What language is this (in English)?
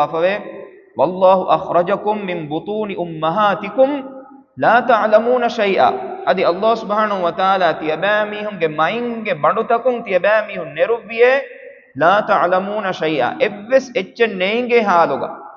Divehi